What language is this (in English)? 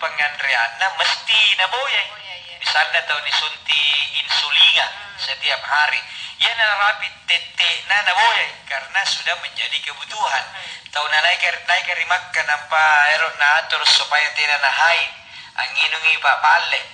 Makasar